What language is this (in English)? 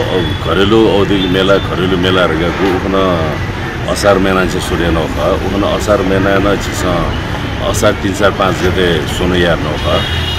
Newari